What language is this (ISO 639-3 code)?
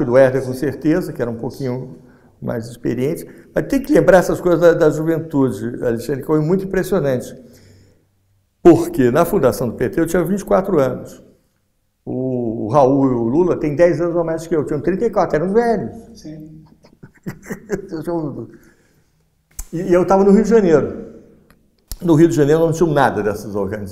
por